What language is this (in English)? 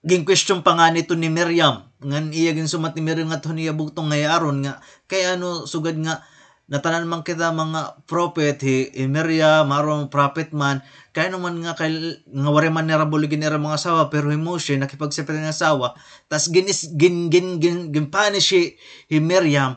Waray